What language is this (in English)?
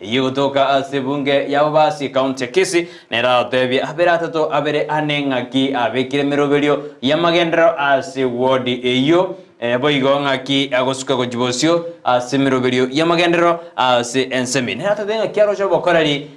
Gusii